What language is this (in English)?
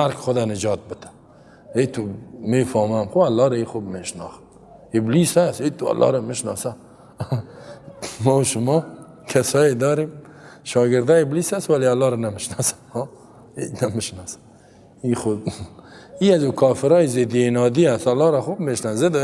Persian